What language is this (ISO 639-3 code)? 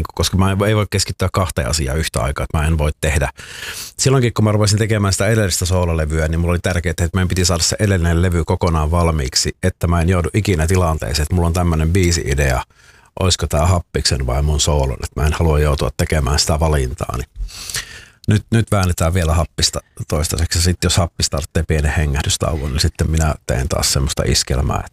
fin